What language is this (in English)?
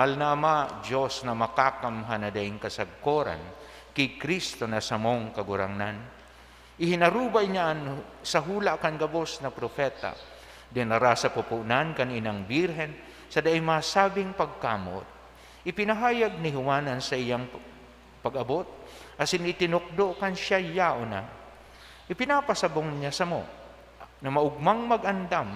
Bikol